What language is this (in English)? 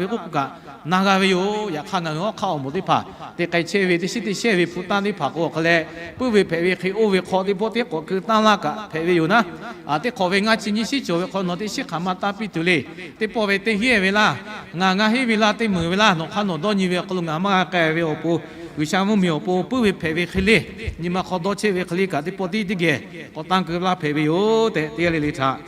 Lahu